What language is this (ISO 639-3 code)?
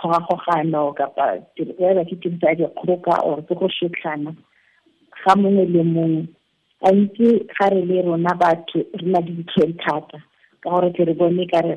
tsn